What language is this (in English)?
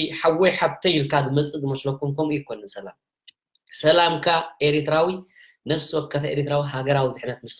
Tigrinya